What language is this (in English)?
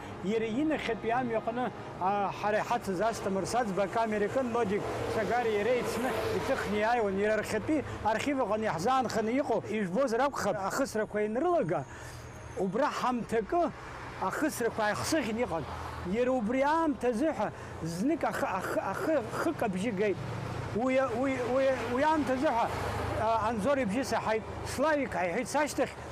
Abkhazian